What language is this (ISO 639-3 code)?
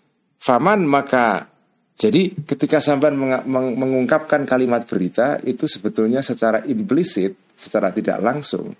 ind